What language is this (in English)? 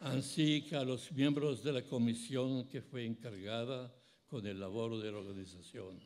Ladino